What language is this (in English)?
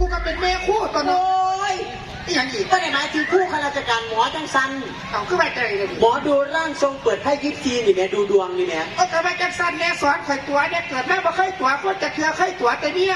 Northeastern Thai